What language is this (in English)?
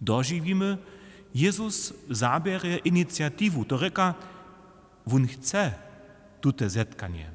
Upper Sorbian